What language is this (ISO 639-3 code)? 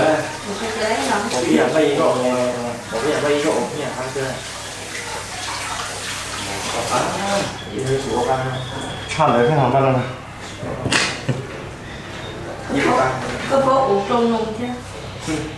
vie